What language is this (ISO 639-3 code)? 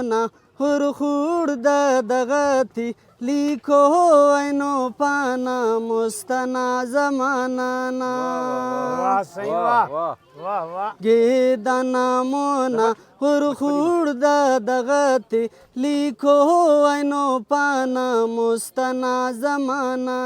brh